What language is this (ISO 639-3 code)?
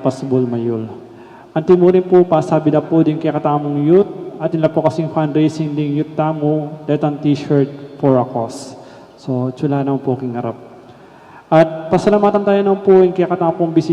pam